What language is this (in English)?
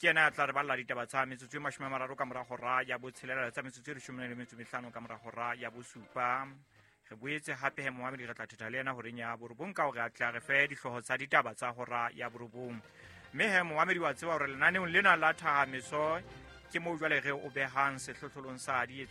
Southern Sotho